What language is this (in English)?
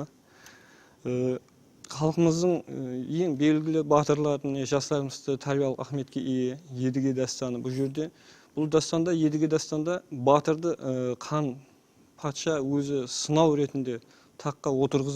Kara-Kalpak